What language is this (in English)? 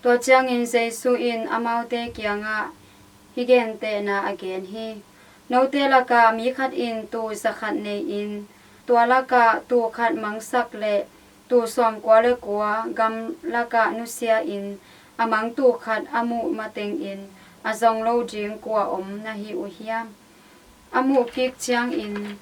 Tedim Chin